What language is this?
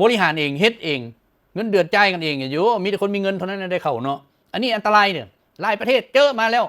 Lao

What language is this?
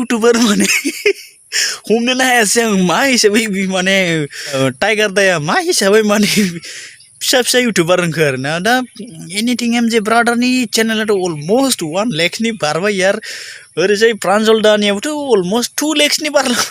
Bodo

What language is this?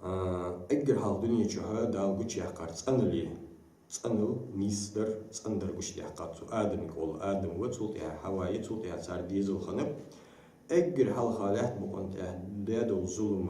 Ingush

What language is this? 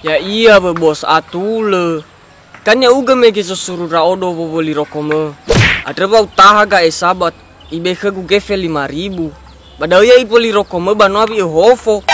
Nias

